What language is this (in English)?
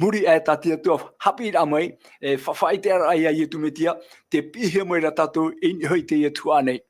Tahitian